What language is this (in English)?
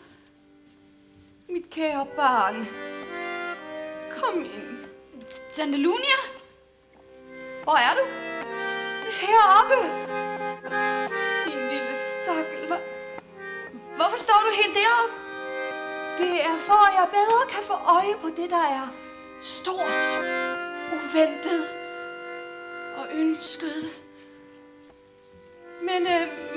Danish